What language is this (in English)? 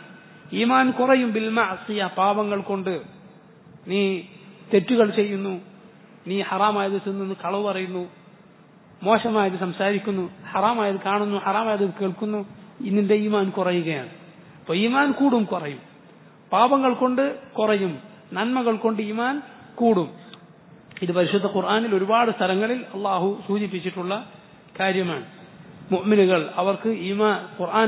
Malayalam